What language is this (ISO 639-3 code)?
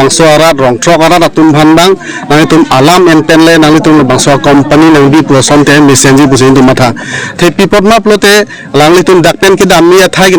mjw